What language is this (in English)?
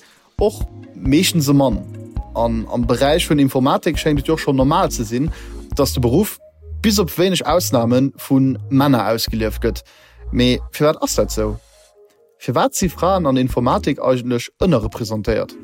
Luxembourgish